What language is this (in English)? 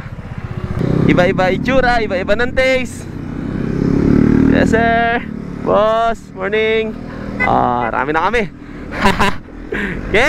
Filipino